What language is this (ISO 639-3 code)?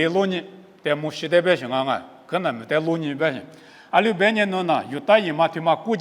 lis